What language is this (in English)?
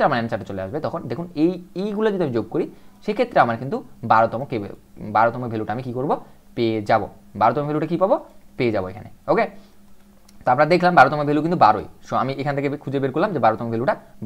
Bangla